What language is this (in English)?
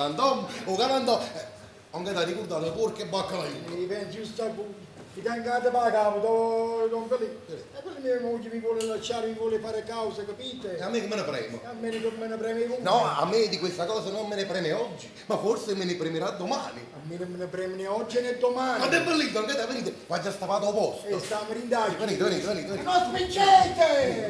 Neapolitan